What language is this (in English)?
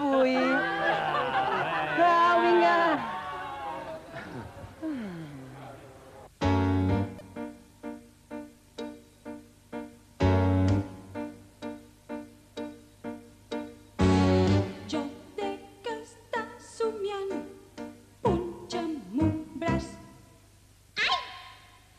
Catalan